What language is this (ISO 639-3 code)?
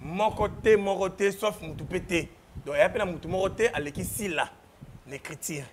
lin